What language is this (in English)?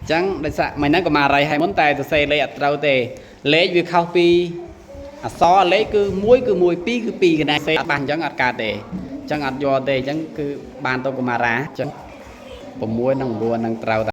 Khmer